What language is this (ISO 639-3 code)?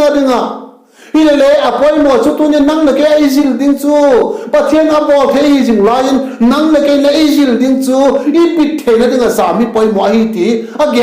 vap